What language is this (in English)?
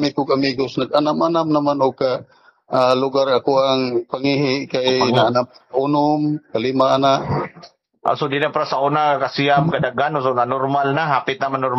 Cebuano